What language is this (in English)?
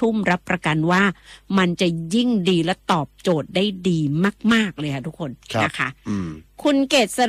Thai